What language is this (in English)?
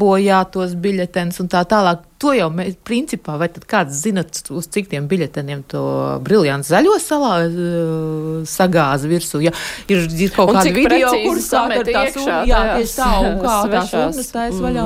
Latvian